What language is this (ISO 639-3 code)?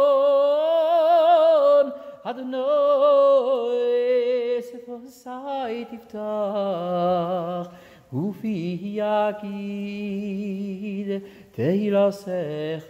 heb